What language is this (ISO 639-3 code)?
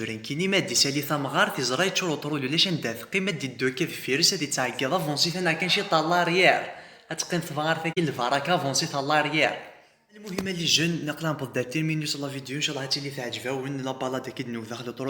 kab